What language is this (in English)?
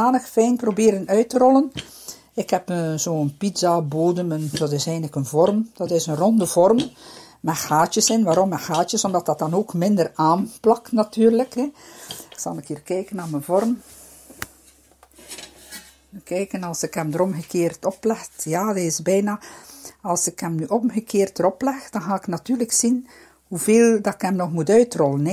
Dutch